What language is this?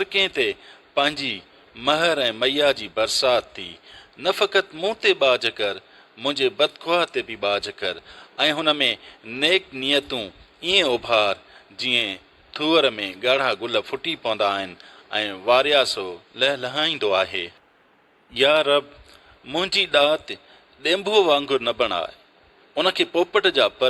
Sindhi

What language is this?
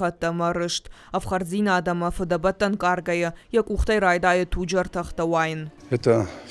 Ossetic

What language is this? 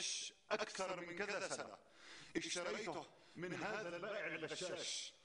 North Levantine Arabic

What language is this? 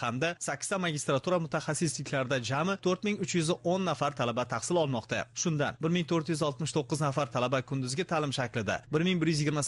Uzbek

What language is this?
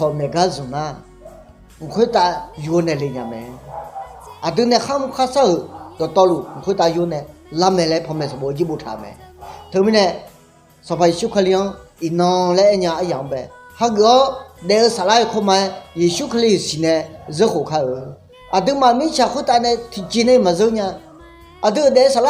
Akha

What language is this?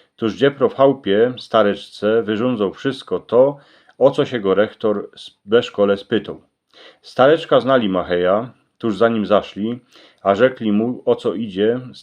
Silesian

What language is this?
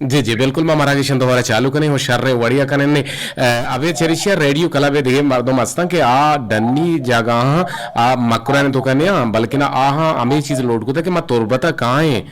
Eastern Balochi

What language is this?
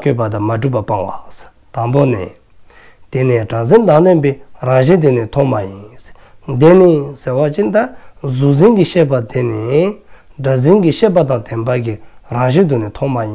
Dzongkha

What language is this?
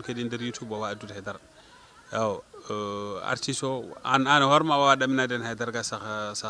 Fula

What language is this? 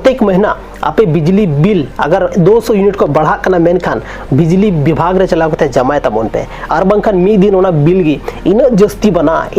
Santali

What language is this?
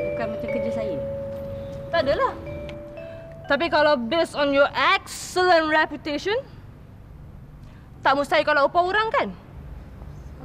Malay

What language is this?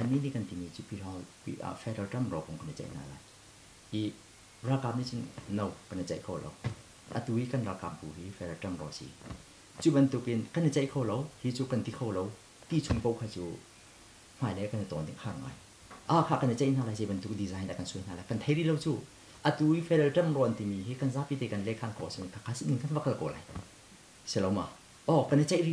Hakha Chin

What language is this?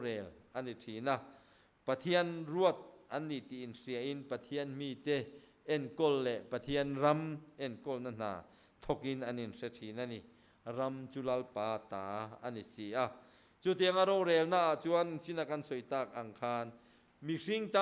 Mizo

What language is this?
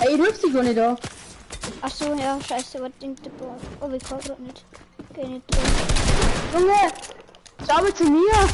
Bavarian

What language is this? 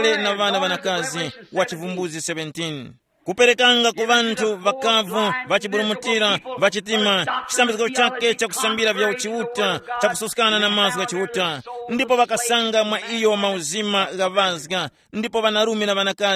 Tumbuka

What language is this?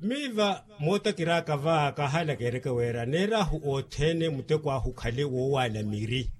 Makhuwa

